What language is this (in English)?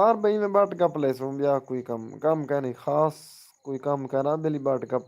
Saraiki